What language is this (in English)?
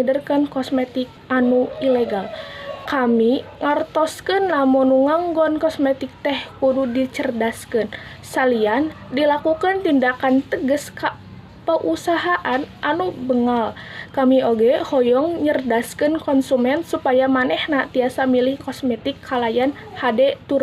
Sundanese